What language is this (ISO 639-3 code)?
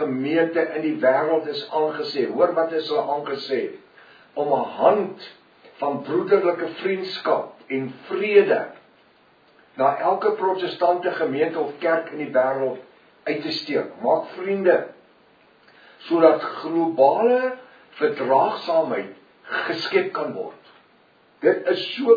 afr